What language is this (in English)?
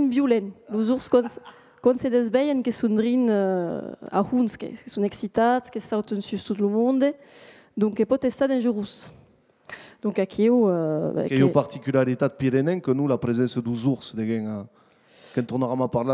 Occitan